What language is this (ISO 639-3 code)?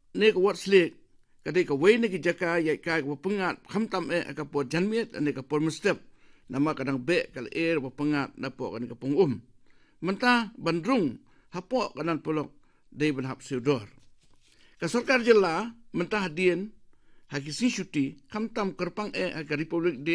kha